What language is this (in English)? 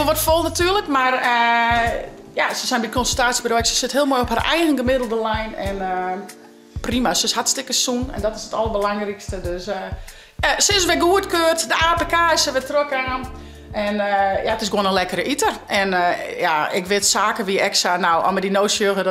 Western Frisian